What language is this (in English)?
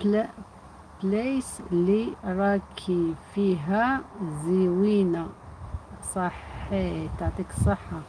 Algerian Arabic